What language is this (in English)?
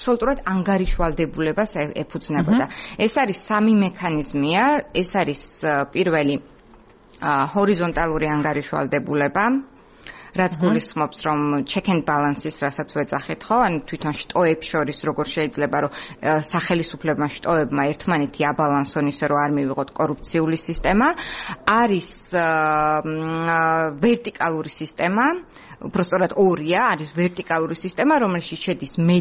Georgian